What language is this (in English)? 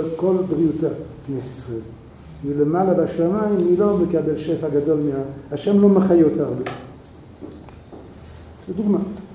Hebrew